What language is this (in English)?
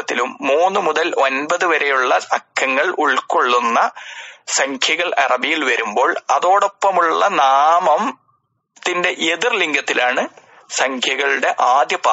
Malayalam